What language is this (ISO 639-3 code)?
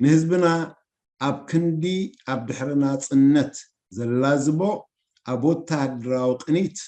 tir